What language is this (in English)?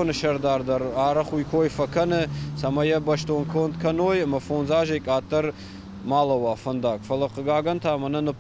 Ossetic